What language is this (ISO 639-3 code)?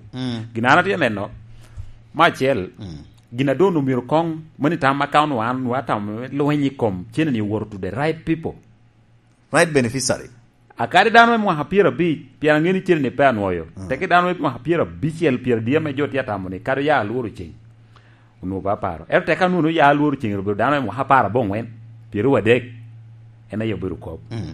laj